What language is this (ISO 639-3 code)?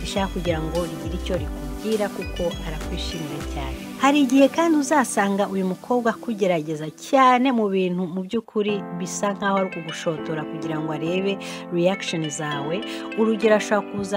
kin